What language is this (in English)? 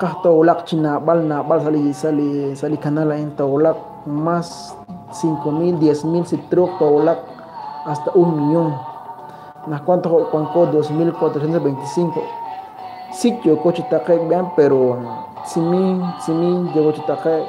Kekchí